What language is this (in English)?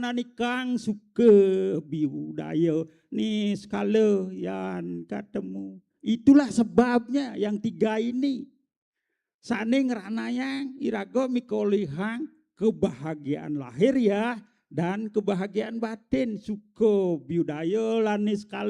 Balinese